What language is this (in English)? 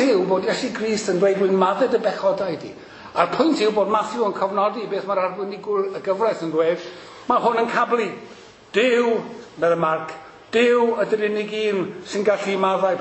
Welsh